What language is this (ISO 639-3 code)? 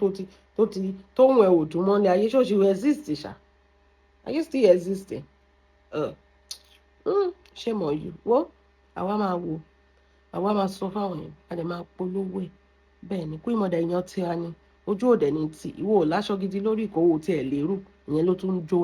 yor